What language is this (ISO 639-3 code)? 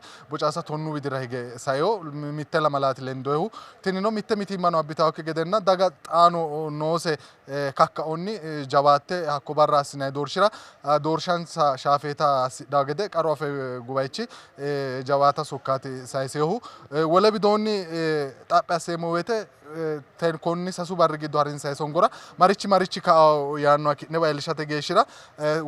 sid